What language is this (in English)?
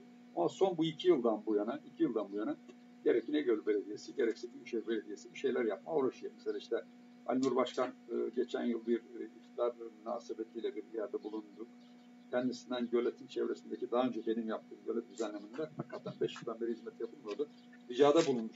Turkish